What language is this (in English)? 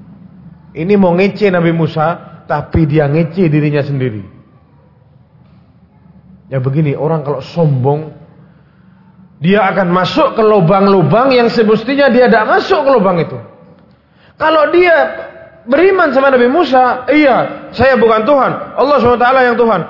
Indonesian